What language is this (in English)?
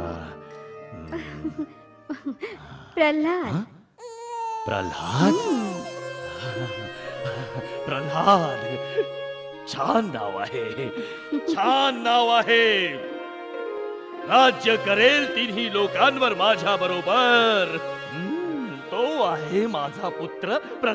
Marathi